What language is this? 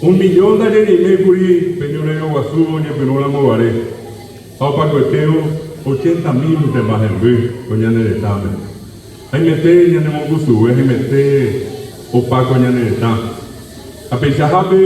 Guarani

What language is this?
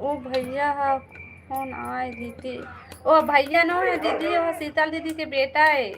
Chhattisgarhi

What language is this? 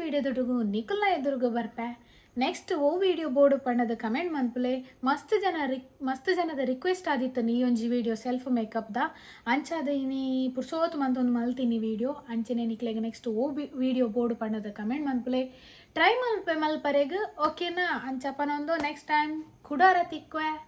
Tulu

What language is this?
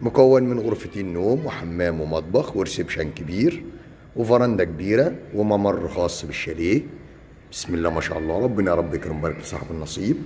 Egyptian Arabic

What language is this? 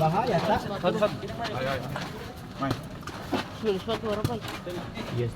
Ambonese Malay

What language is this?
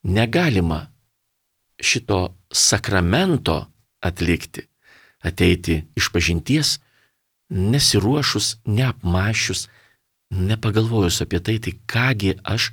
Lithuanian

